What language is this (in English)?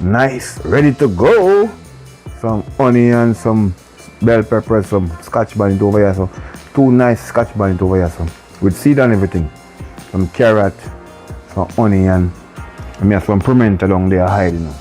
Jamaican Creole English